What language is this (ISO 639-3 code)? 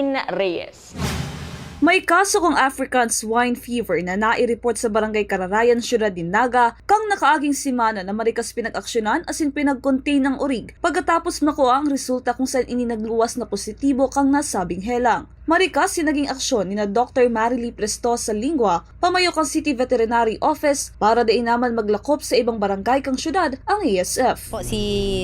bik